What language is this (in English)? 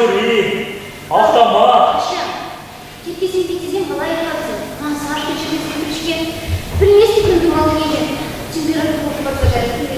Chuvash